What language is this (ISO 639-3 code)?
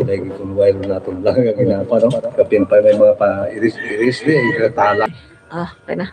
hil